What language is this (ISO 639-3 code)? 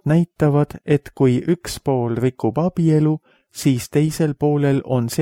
est